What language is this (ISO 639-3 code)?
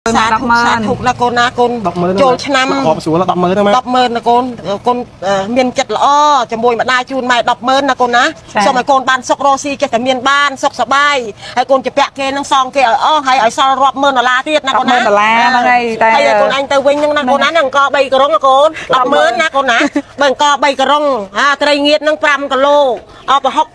khm